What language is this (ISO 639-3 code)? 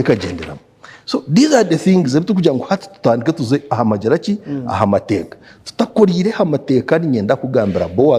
nyn